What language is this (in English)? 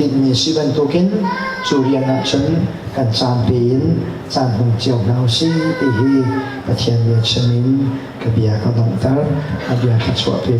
Hakha Chin